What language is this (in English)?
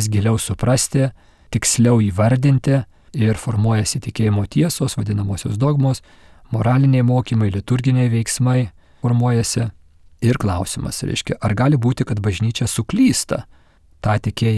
Lithuanian